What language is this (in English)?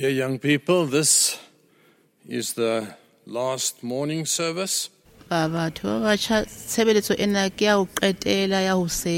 Southern Sotho